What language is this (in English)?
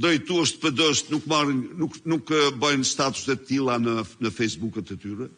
Albanian